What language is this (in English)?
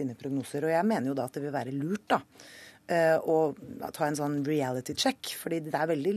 Norwegian